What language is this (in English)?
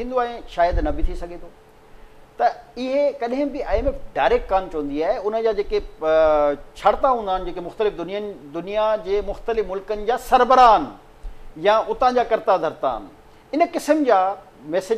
Sindhi